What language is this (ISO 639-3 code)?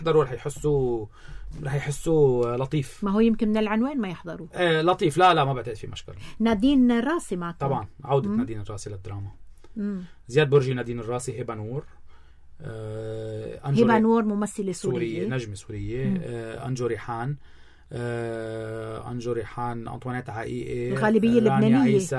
apc